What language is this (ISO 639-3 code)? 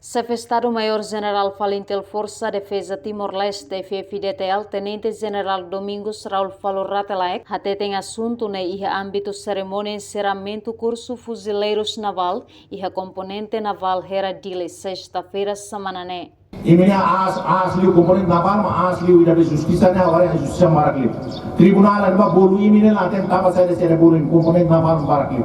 tet